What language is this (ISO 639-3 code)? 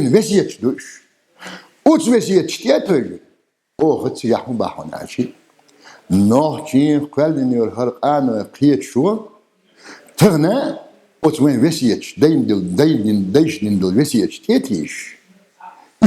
che